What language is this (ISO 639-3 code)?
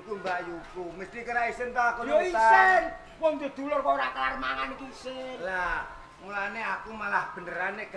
jav